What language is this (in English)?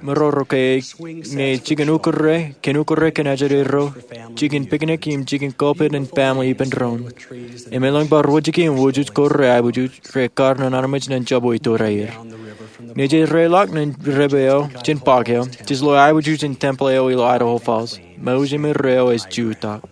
Marshallese